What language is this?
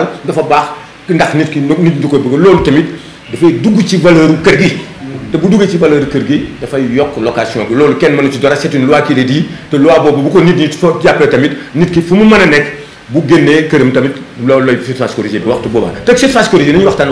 Wolof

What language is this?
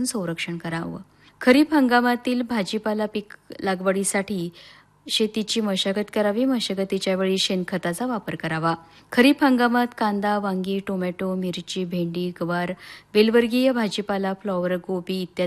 Marathi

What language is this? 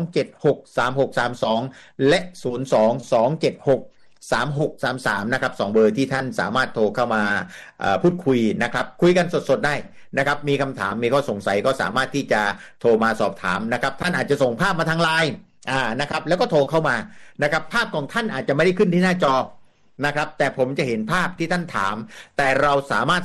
Thai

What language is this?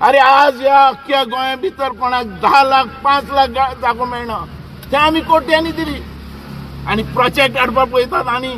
Konkani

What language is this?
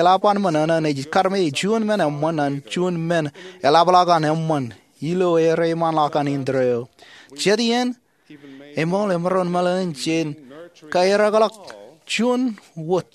Marshallese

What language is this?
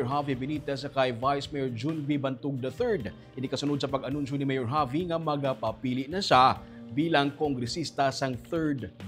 Hiligaynon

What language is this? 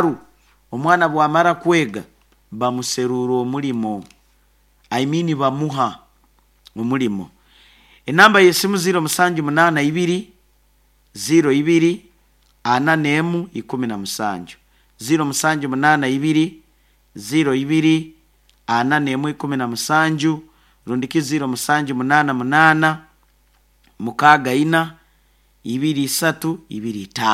Nyoro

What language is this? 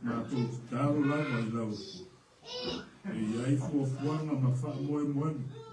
Samoan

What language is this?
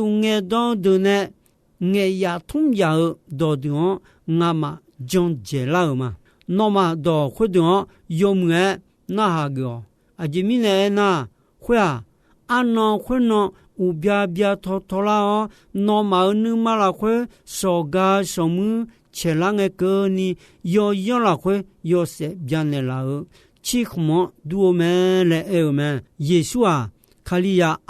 Akha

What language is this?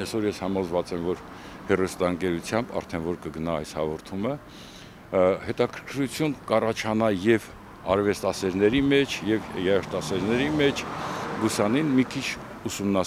Armenian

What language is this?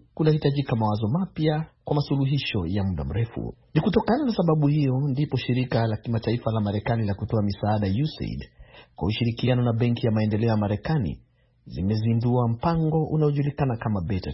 Swahili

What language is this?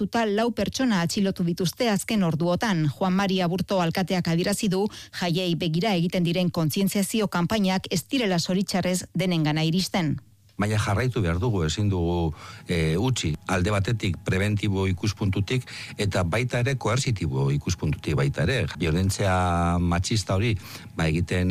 Basque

